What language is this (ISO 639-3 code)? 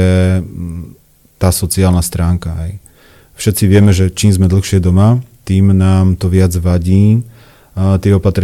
slk